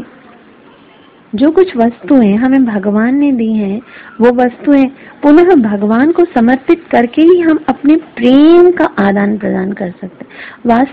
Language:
Hindi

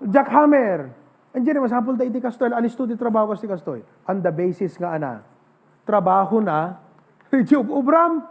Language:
Iloko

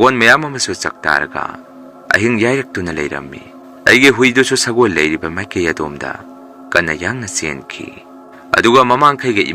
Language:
Manipuri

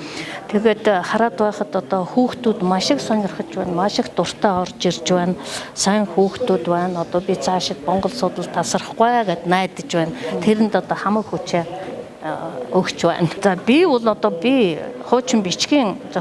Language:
Mongolian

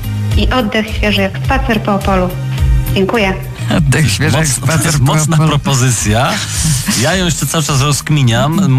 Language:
Polish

